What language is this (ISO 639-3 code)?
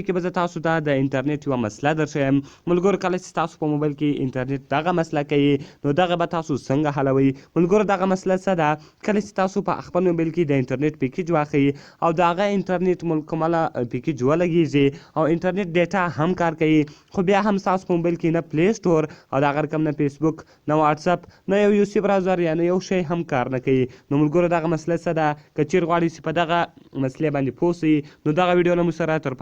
pus